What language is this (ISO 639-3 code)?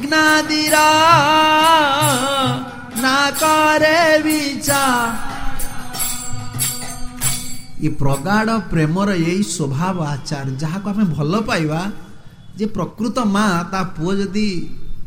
ori